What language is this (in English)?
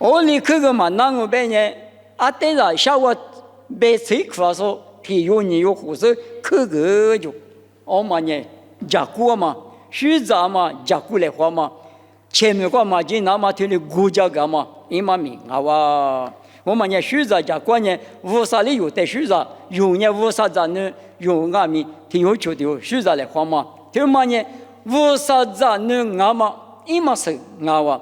Lisu